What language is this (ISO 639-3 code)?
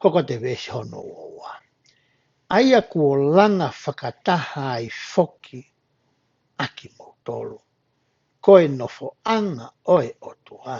ton